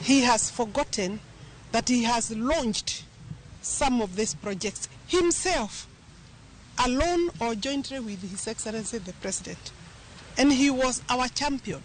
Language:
Luo (Kenya and Tanzania)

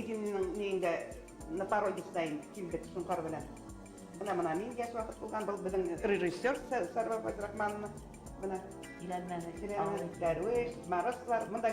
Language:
Bashkir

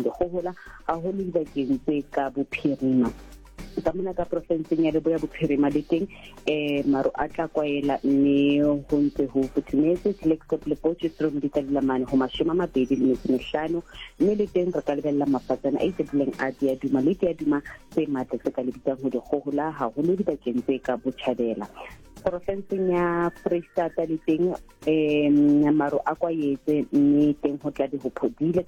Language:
Southern Sotho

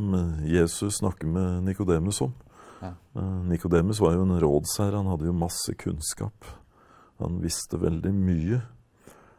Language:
Norwegian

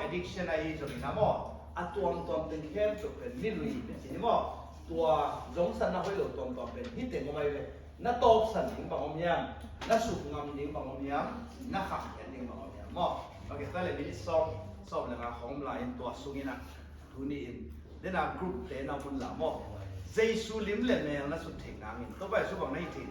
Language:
Tedim Chin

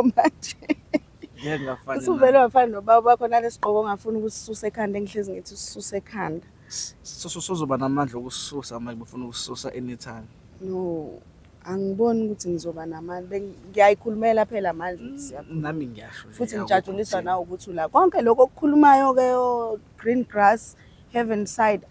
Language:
Zulu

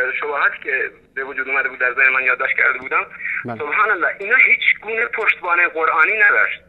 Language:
Persian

